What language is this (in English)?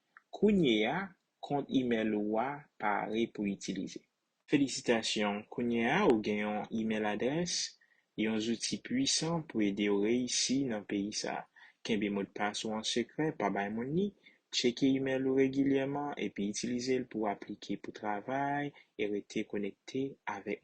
Haitian Creole